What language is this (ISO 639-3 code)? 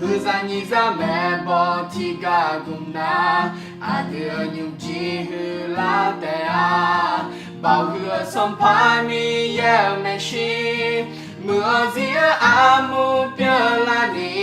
ahk